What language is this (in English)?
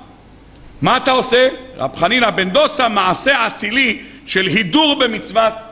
Hebrew